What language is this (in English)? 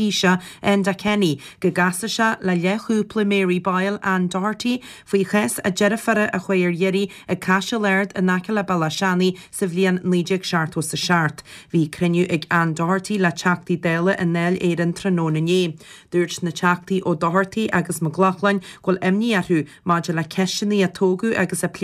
Irish